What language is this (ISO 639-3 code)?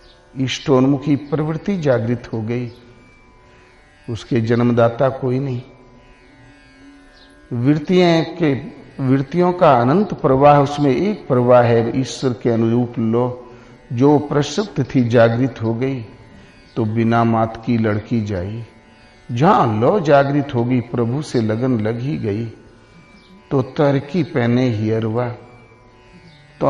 hin